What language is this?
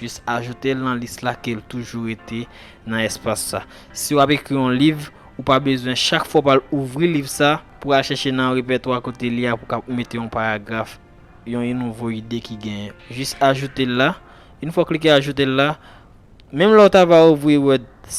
Haitian Creole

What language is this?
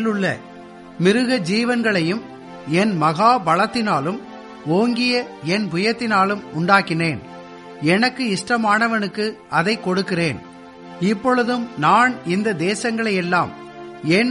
Tamil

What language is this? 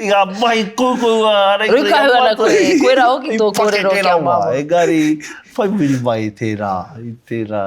Māori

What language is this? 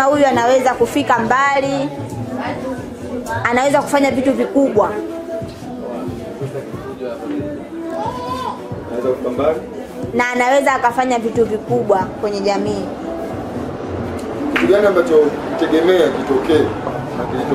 Swahili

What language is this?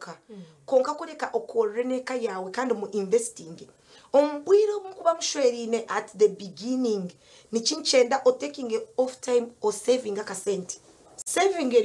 Nyankole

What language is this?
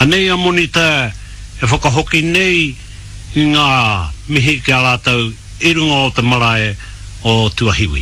Māori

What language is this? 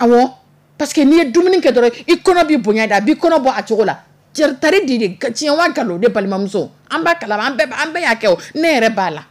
Dyula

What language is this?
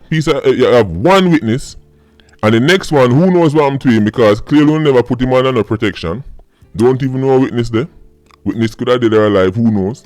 Jamaican Creole English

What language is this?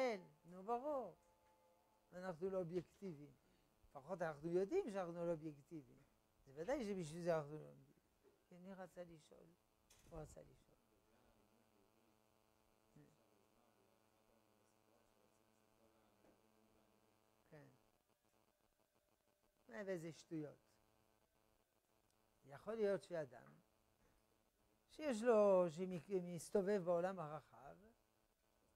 Hebrew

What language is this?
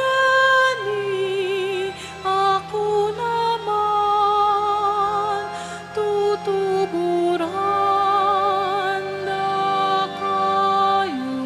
Pampanga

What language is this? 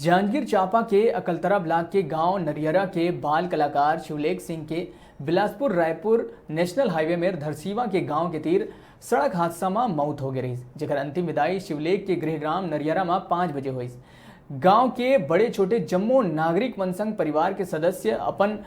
Chhattisgarhi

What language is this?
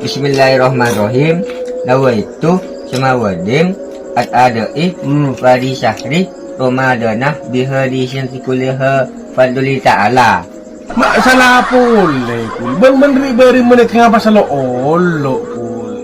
Madurese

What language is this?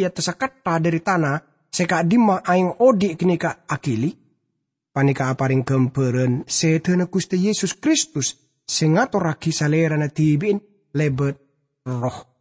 Madurese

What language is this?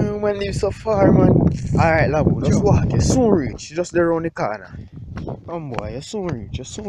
Jamaican Creole English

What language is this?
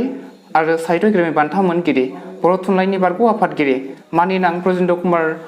Bodo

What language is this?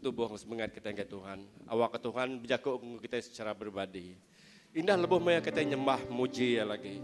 Iban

